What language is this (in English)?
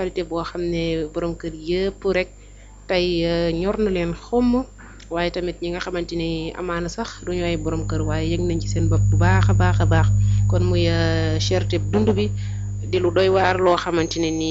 Wolof